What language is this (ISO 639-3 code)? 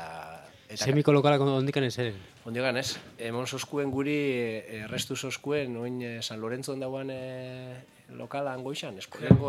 eus